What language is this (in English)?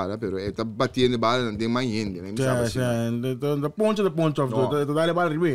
Papiamento